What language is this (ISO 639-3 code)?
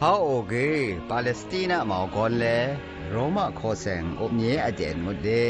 atb